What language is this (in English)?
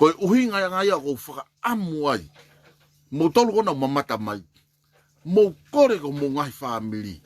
Tongan